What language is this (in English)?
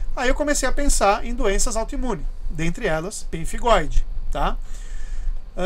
Portuguese